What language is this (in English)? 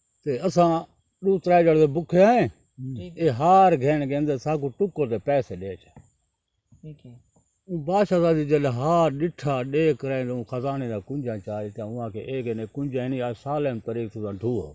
Saraiki